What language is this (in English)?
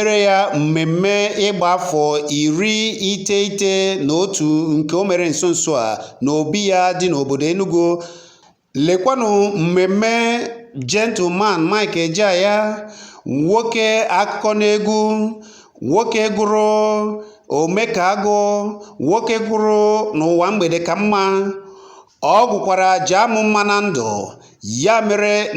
Igbo